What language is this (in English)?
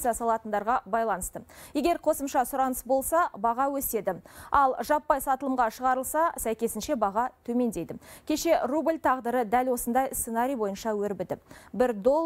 Kazakh